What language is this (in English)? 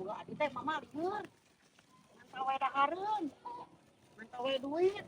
Sundanese